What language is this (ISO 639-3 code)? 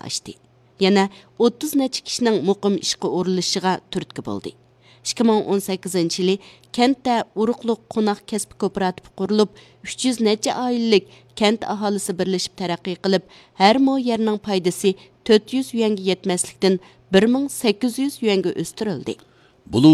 uig